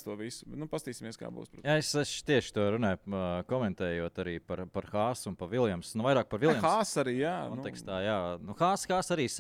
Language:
Latvian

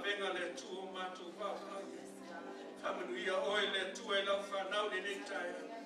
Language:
Samoan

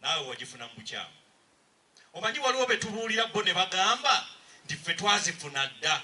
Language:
Ganda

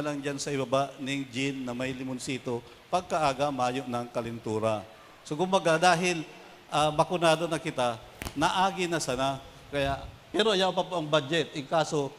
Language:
Bikol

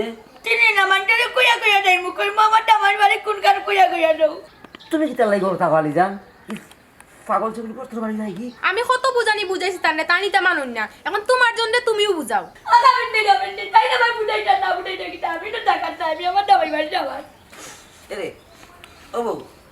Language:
Sylheti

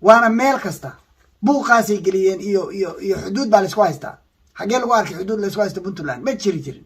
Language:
Somali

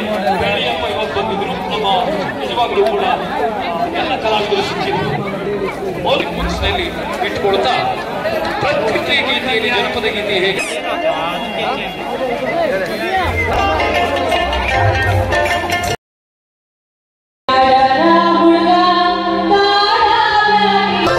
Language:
Kannada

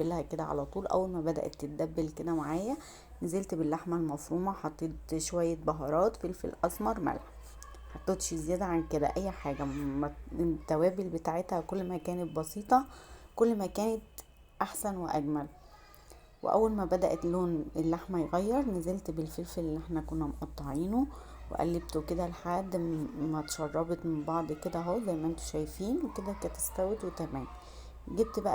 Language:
Egyptian Arabic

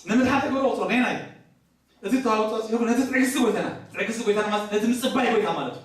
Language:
Tigrinya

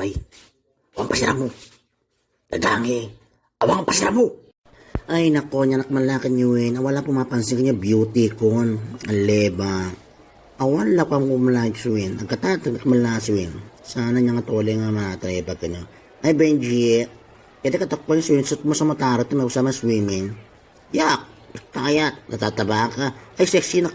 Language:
Itawit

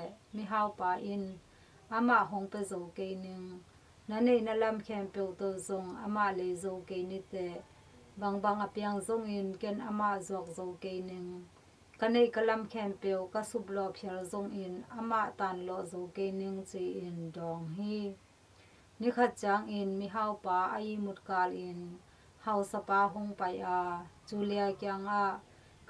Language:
Tedim Chin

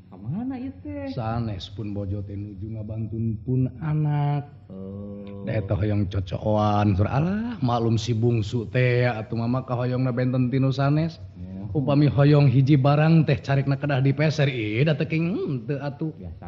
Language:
Sundanese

